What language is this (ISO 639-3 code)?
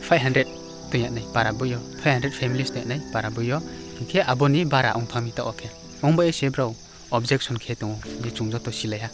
ria